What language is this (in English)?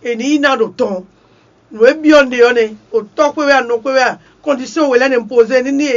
Fon